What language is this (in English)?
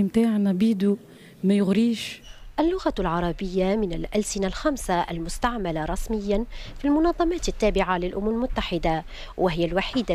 Tunisian Arabic